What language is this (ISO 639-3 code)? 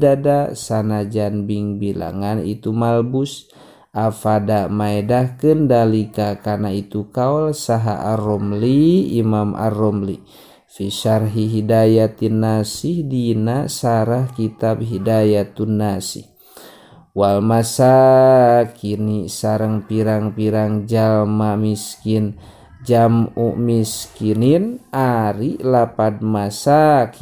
sun